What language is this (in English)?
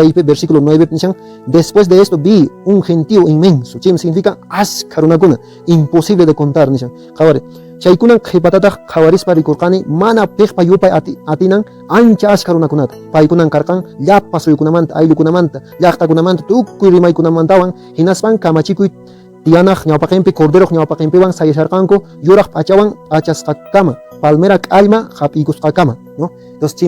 Quechua